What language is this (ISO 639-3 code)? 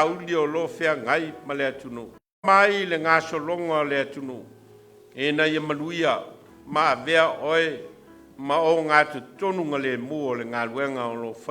smo